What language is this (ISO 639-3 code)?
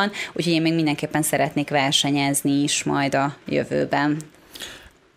hun